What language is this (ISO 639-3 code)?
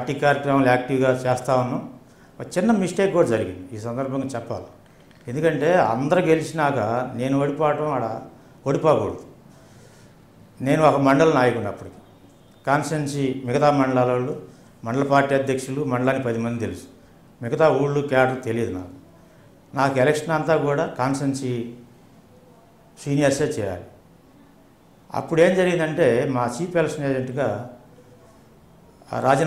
tel